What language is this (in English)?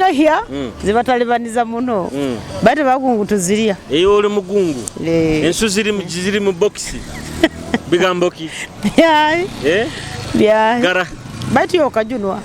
Nyoro